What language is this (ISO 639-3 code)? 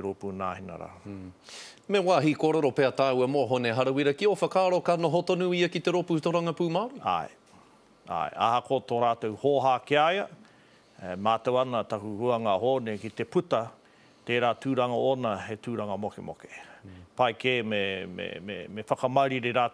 mri